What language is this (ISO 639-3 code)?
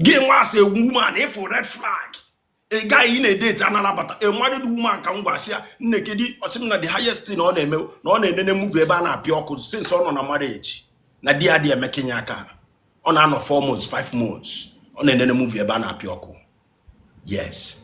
ibo